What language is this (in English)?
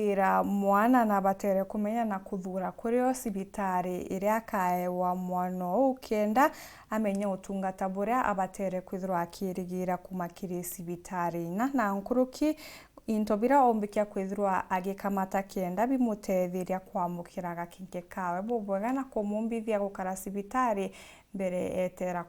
Meru